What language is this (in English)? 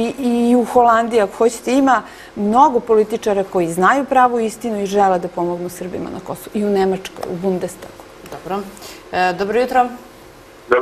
Serbian